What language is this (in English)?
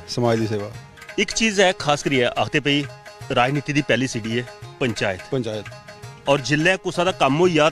Dogri